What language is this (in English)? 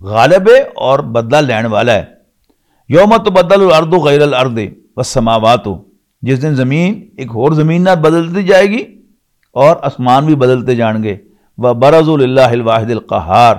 Western Panjabi